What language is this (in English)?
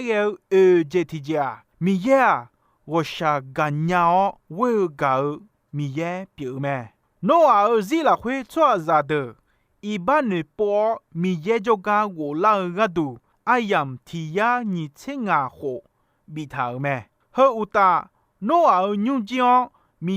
Akha